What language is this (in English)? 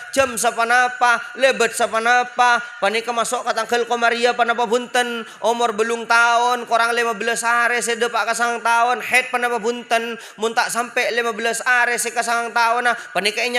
Madurese